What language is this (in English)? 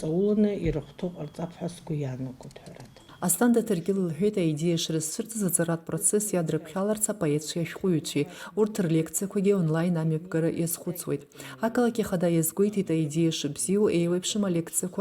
Abkhazian